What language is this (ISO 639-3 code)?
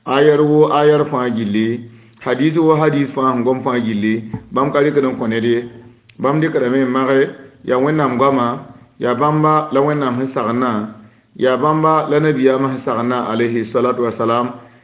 mos